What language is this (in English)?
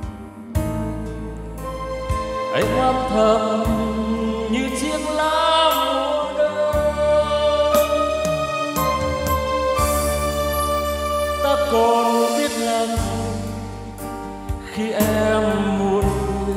Vietnamese